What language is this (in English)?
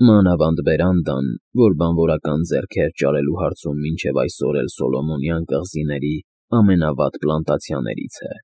Armenian